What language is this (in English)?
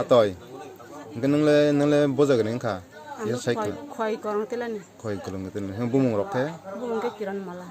Kok Borok